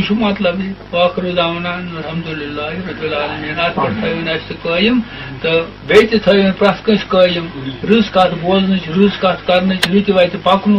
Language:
Kashmiri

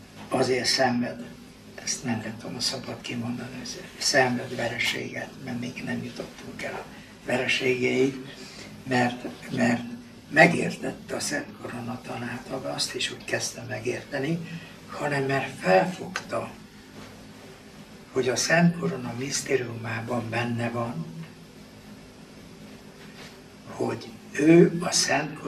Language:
Hungarian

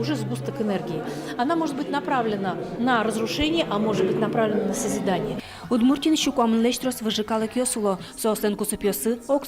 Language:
Udmurt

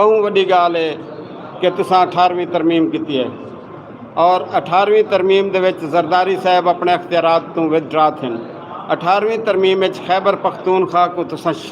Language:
Saraiki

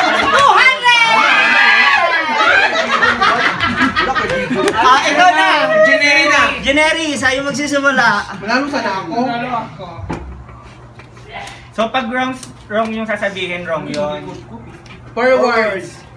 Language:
Filipino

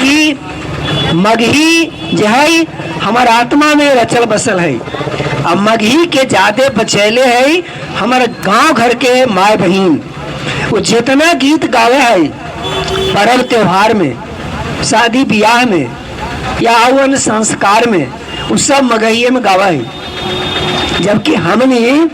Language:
Magahi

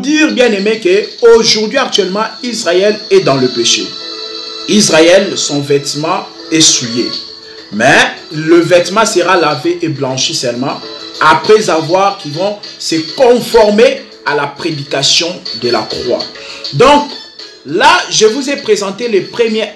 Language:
French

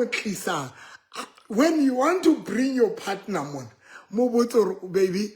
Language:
Southern Sotho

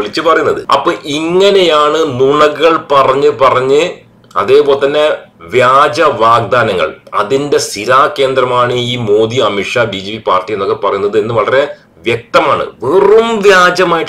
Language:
Malayalam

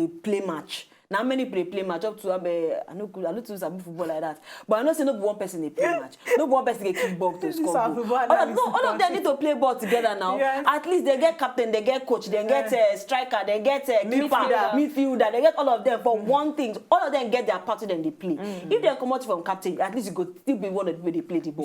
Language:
Nigerian Pidgin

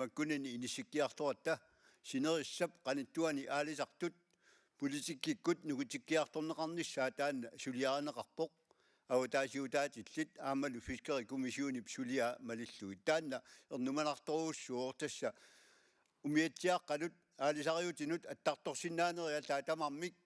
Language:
Kalaallisut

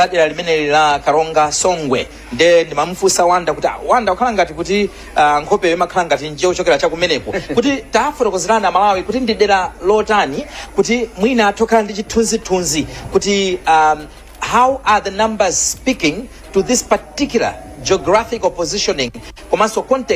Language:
Nyanja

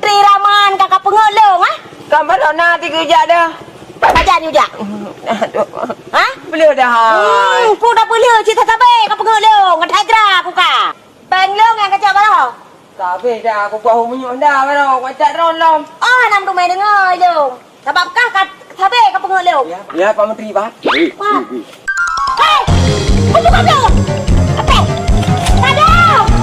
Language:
Achinese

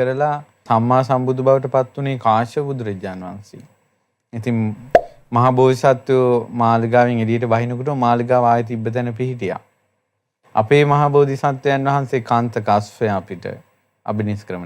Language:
Sinhala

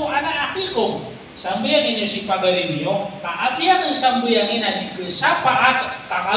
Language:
Maranao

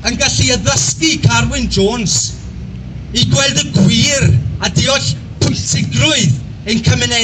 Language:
Welsh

